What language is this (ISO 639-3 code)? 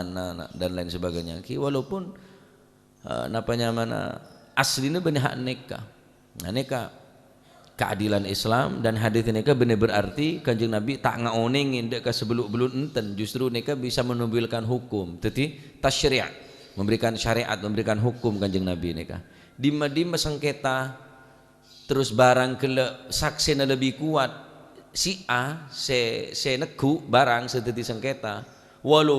mad